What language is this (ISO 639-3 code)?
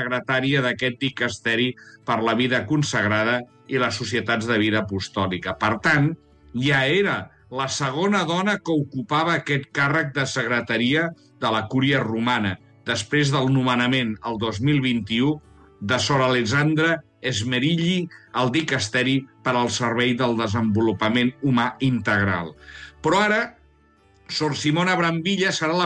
cat